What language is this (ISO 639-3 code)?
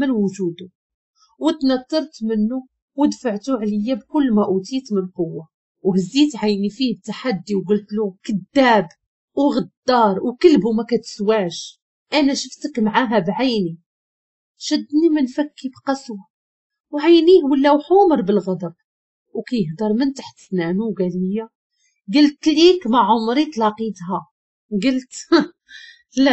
ary